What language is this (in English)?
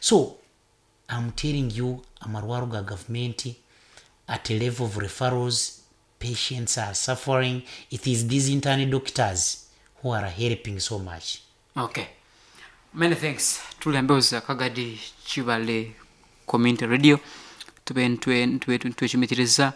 Nyoro